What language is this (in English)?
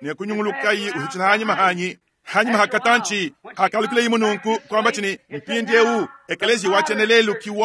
Luba-Lulua